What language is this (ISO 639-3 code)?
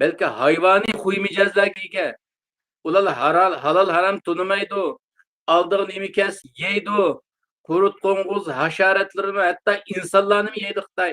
uig